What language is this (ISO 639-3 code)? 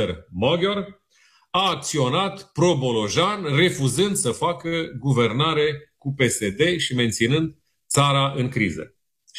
ron